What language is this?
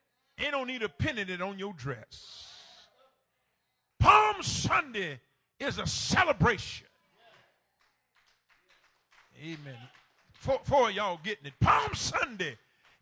English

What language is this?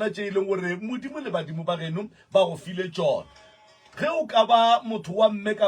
Northern Sotho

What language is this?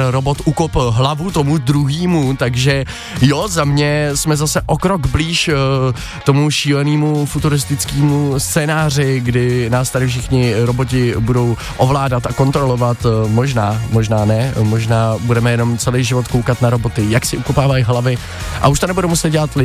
Czech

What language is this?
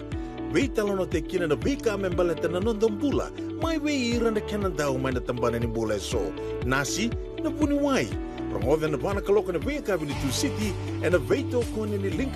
Fijian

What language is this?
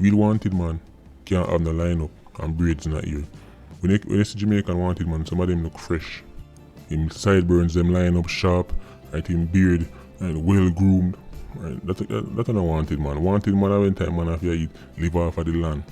Jamaican Creole English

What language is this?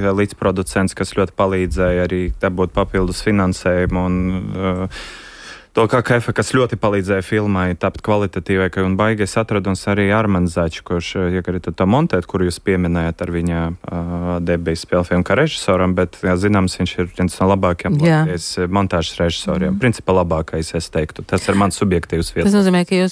Latvian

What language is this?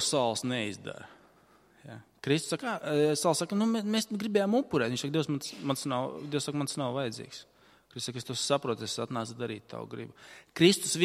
Latvian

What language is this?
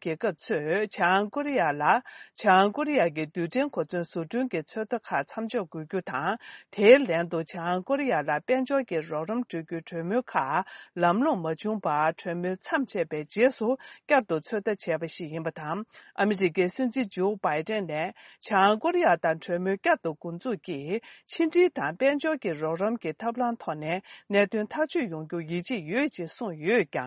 Tibetan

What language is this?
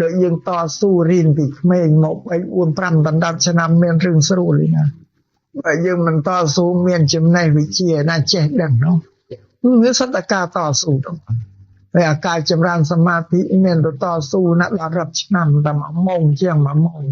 Khmer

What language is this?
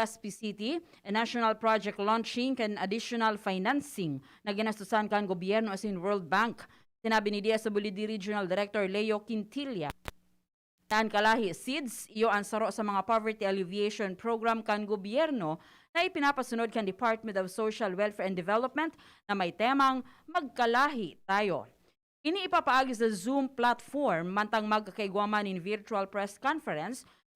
Bikol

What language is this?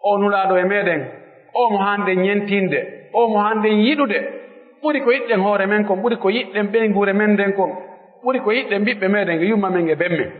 Pular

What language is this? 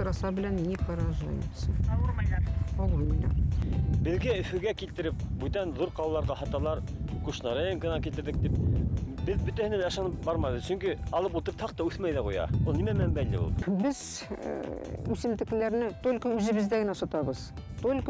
Bashkir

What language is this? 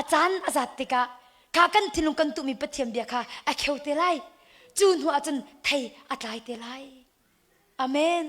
Hakha Chin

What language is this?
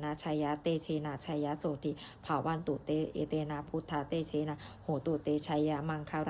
Pali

